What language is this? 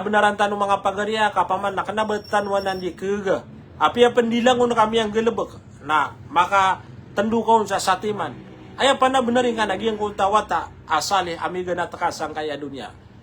Maranao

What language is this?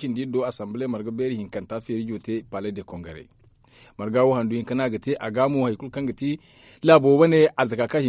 Zarma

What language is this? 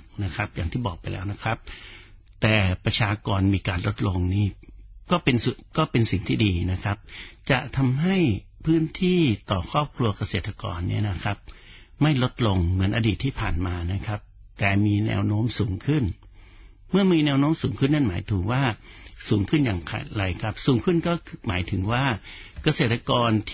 Thai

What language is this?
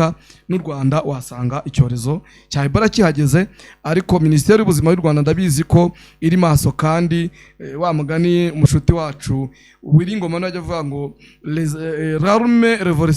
Kinyarwanda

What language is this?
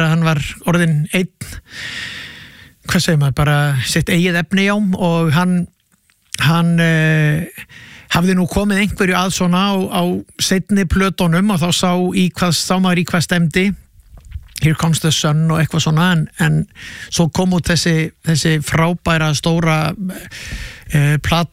Icelandic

